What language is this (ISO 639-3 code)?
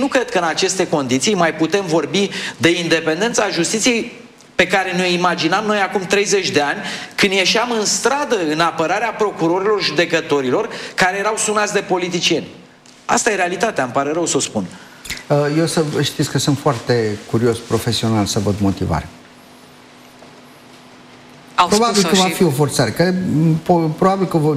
ron